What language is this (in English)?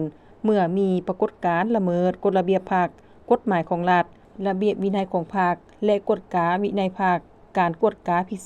Lao